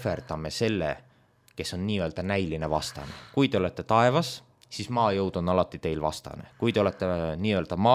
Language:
Estonian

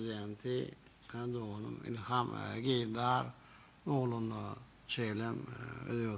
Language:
Turkmen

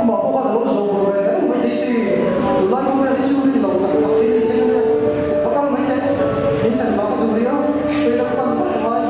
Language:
Mizo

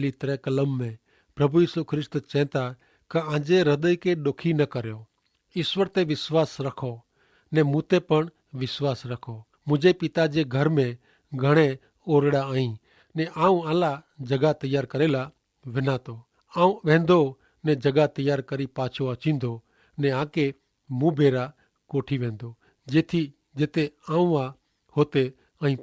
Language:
Kachhi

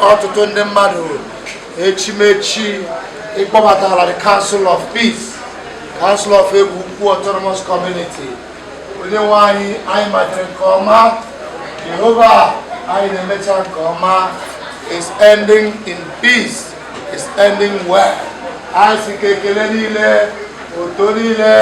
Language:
Igbo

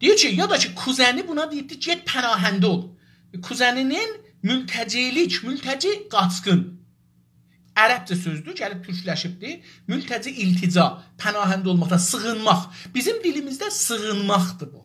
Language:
South Azerbaijani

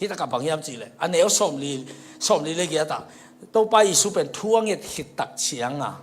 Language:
Tedim Chin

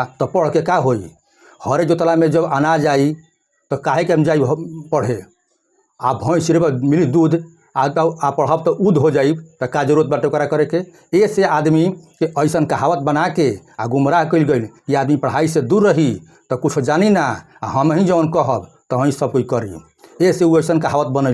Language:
Bhojpuri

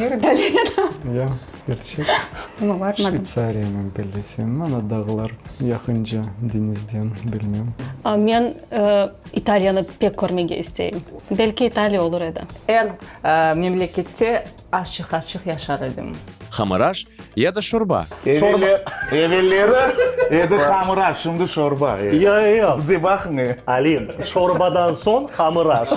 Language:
Crimean Tatar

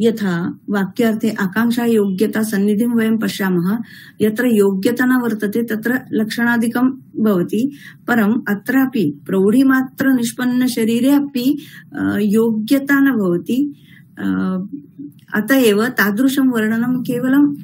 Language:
Sanskrit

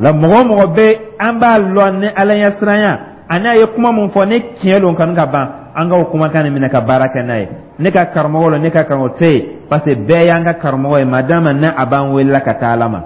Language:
Dyula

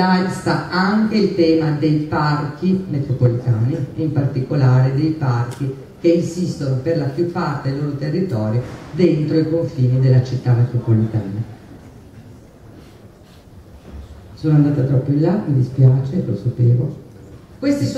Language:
Italian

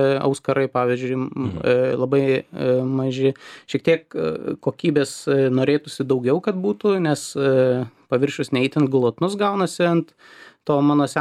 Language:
Lithuanian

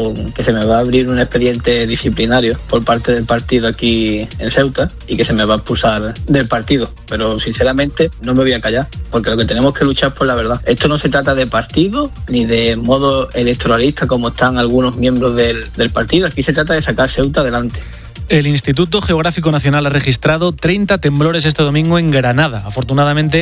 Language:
Spanish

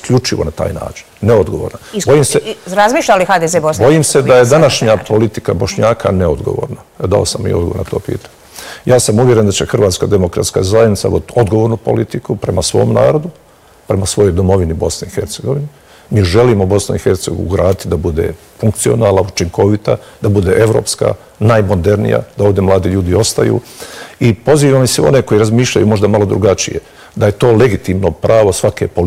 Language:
Bosnian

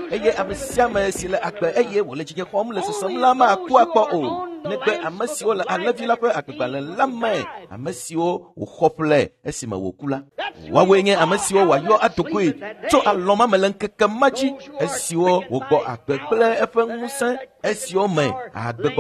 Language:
Ewe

